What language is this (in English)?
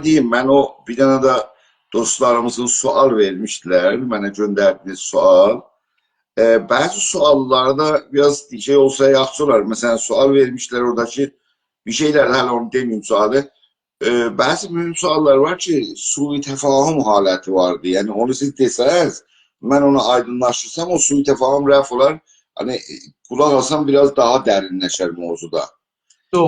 South Azerbaijani